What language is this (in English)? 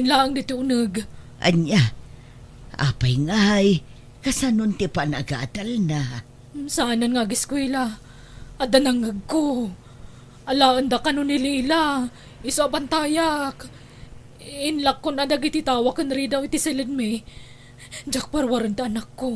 Iloko